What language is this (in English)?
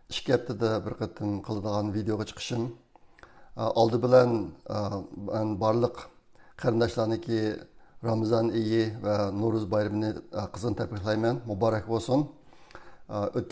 Uyghur